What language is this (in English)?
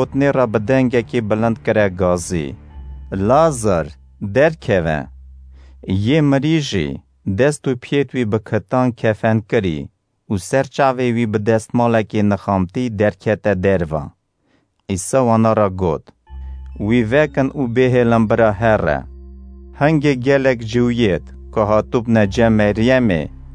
Kurdish